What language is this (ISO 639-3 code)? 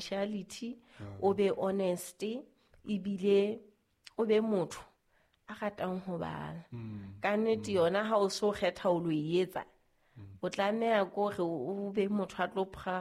sot